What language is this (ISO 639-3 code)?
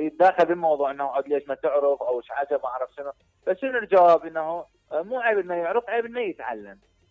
acm